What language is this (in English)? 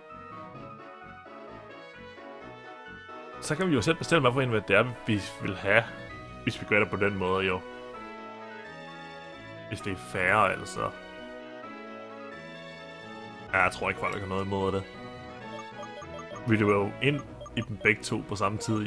Danish